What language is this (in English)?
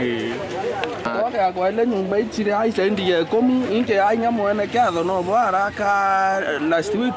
Meru